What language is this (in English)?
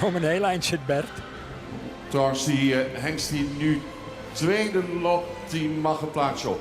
Western Frisian